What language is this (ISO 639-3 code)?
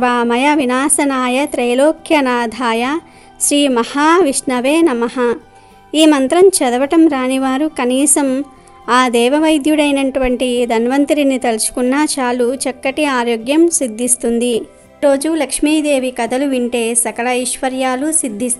tel